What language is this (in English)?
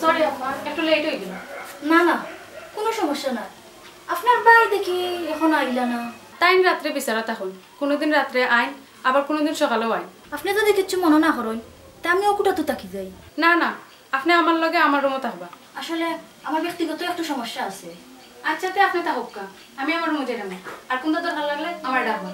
Sylheti